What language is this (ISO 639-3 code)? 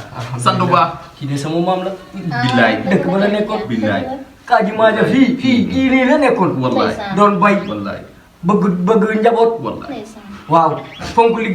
wol